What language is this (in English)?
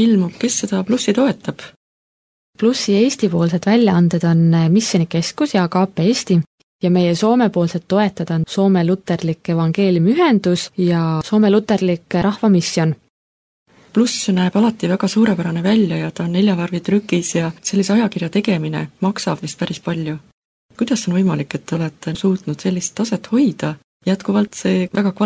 Estonian